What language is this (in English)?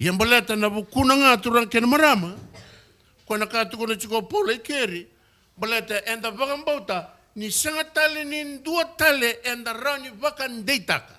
Fijian